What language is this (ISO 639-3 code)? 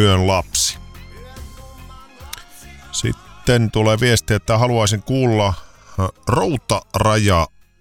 fin